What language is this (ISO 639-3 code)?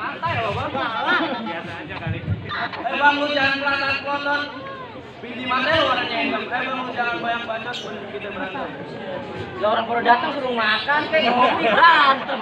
bew